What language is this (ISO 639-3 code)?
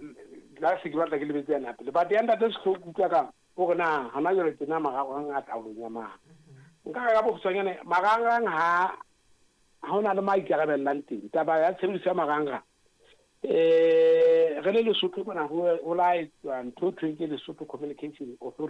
sot